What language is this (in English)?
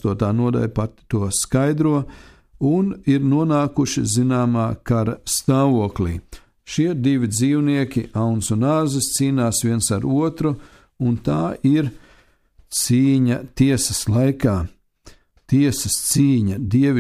Latvian